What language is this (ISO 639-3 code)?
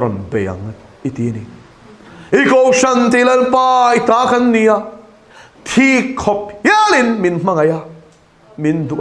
lus